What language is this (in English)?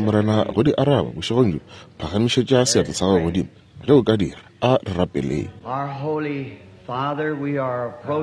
Northern Sotho